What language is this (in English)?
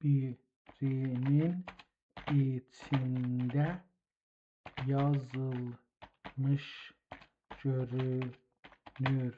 South Azerbaijani